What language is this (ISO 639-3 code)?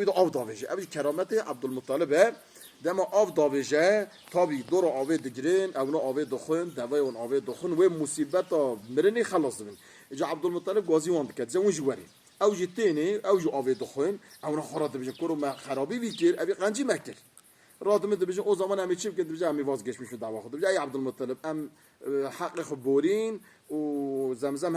kur